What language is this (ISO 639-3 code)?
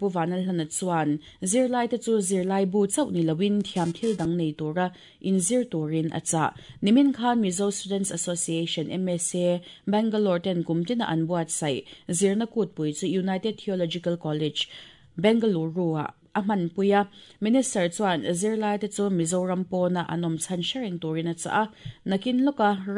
lus